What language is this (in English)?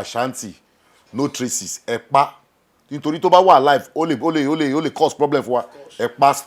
Yoruba